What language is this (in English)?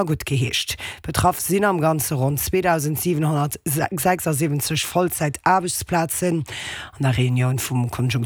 Luxembourgish